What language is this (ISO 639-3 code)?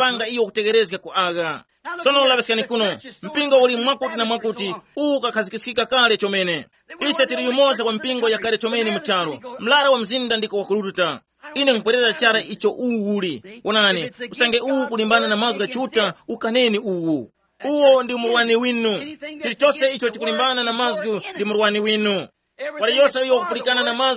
tum